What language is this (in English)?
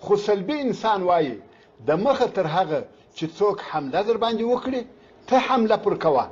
Pashto